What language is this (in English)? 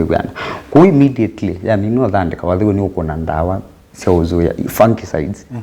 Kamba